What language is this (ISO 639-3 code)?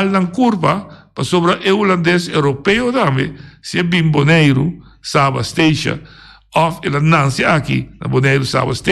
pap